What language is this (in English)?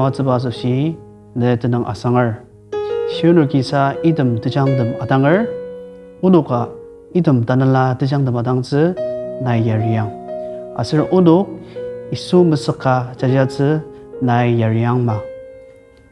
Ao Naga